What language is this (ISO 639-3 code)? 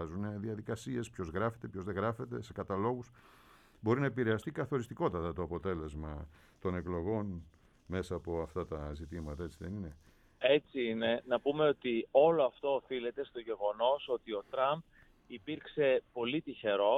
ell